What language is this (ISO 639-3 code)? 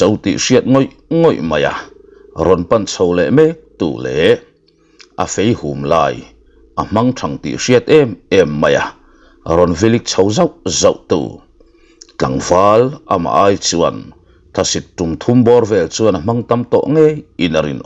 lus